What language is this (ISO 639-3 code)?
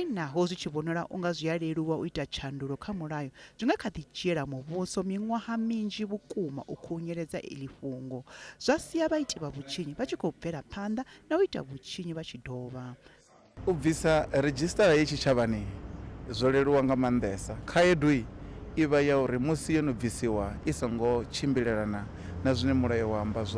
ven